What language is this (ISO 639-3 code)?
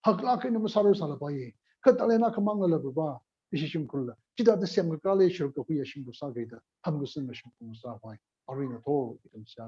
nmf